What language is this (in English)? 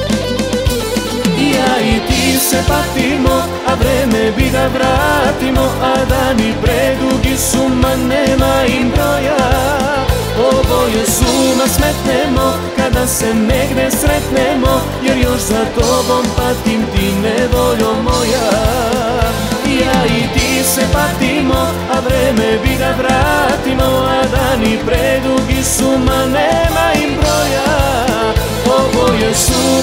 Serbian